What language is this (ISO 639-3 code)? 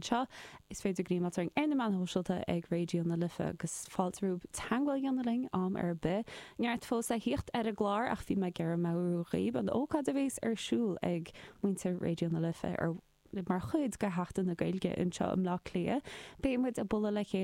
gle